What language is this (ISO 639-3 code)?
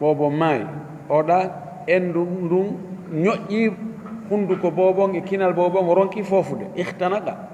ful